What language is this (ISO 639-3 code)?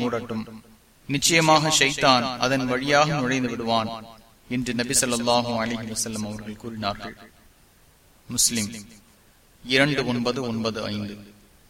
tam